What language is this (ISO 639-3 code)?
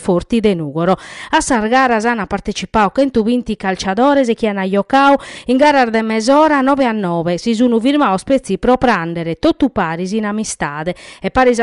srd